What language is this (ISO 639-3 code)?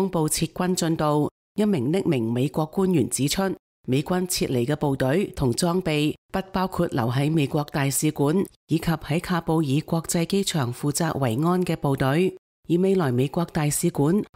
yue